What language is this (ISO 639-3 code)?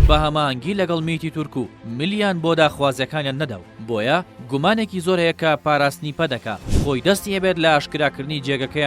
ckb